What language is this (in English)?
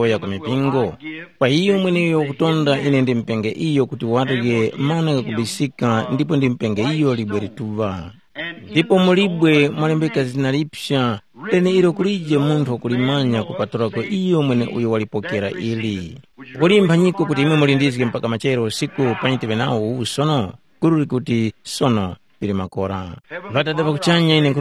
Tumbuka